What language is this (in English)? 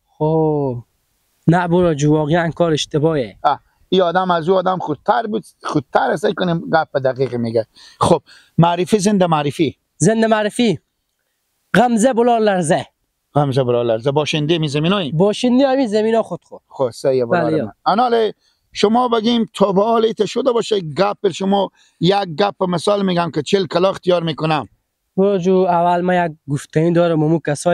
Persian